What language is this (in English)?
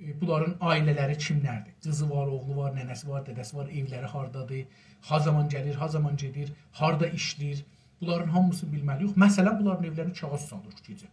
South Azerbaijani